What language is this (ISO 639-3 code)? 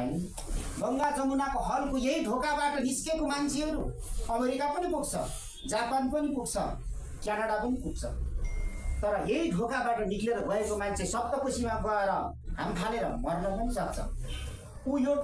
nep